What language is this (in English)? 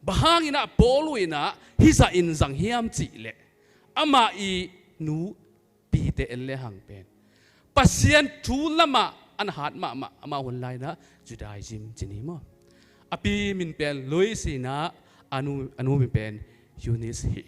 Tedim Chin